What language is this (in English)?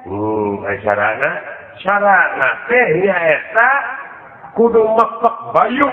Sundanese